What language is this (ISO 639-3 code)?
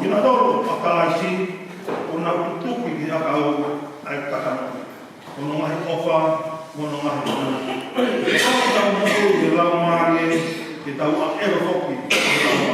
ton